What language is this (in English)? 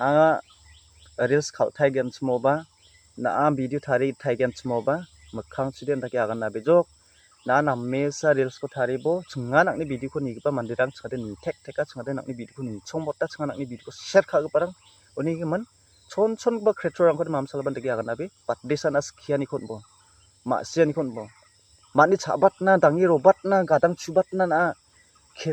Garo